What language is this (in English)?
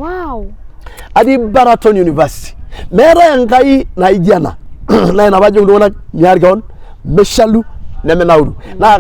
Masai